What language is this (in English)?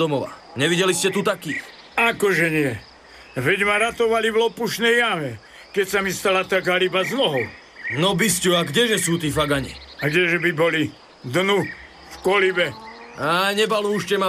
Slovak